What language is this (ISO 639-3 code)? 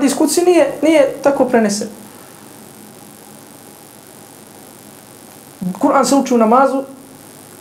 bos